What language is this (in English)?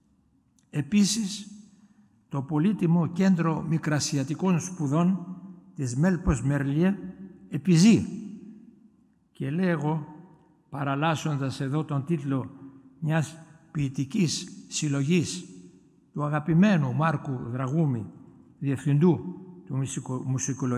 Greek